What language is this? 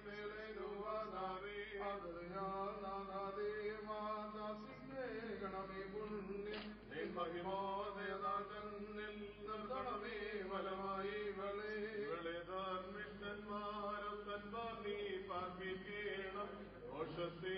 Malayalam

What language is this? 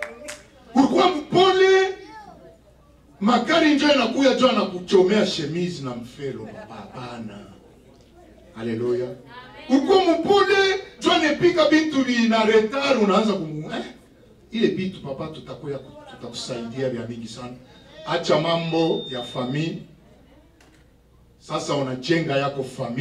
Swahili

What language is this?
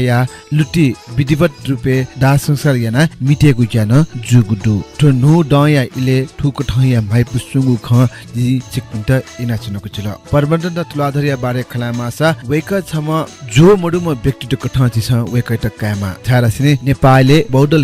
Newari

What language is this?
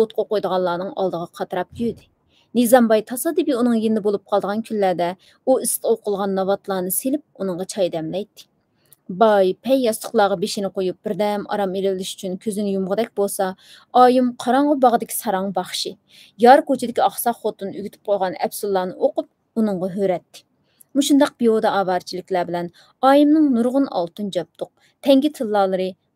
Uyghur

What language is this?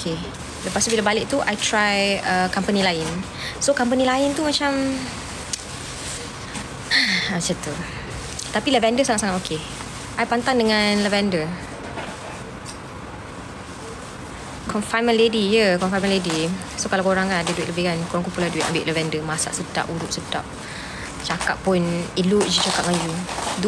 Malay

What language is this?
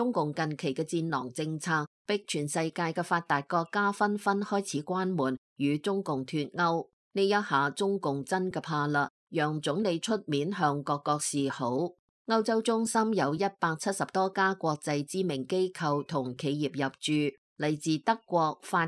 Cantonese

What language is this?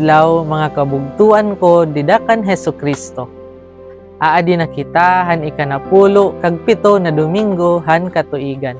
Waray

